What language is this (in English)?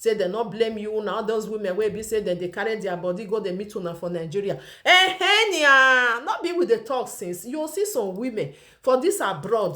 Nigerian Pidgin